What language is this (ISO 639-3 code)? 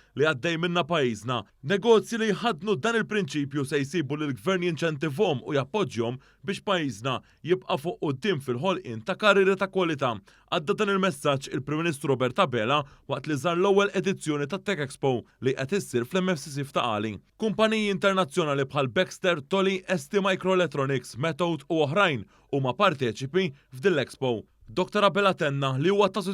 mlt